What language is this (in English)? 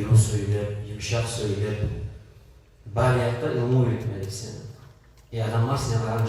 Kumyk